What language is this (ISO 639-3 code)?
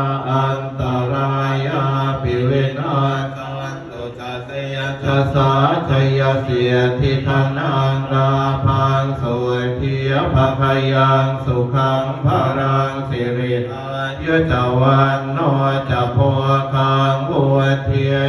pli